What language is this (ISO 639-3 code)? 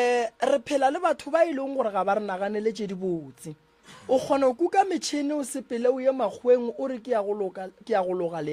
nso